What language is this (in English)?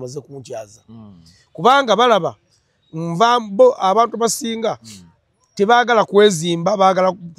Ganda